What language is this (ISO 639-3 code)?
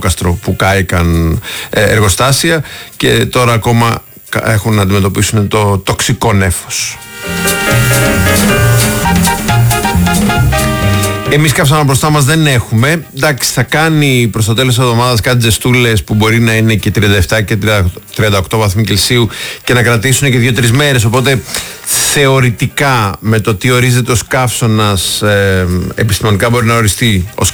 ell